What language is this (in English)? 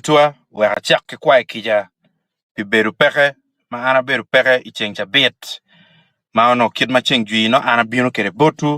Acoli